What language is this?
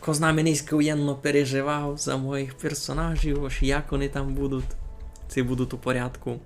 Rusyn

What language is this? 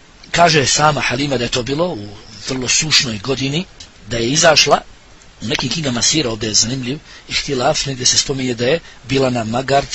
Bosnian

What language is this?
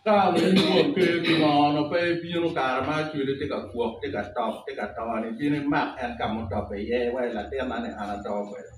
Acoli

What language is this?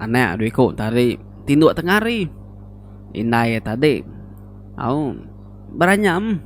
Iban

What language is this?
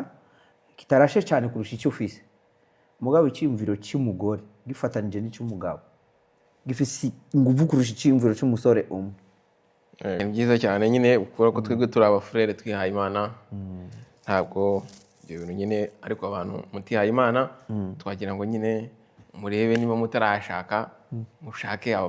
Rundi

